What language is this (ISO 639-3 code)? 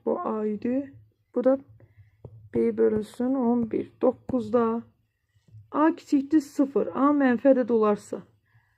aze